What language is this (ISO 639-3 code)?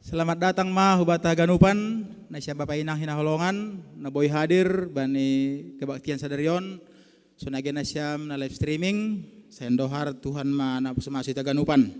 bts